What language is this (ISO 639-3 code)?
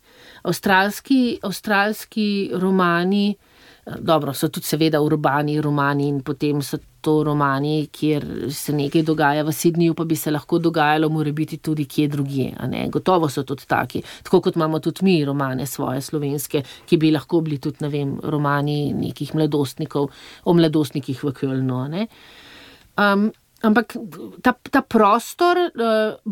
slv